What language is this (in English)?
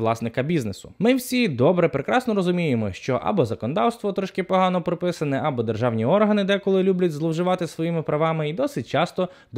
Ukrainian